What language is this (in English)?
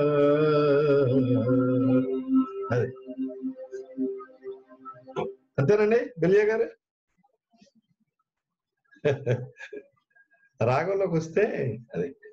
Telugu